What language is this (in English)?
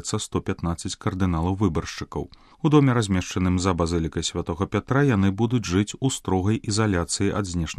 Belarusian